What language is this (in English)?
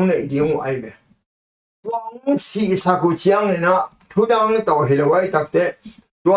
Tedim Chin